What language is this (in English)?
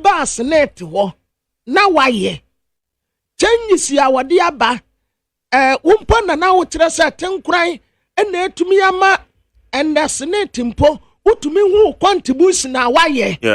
Akan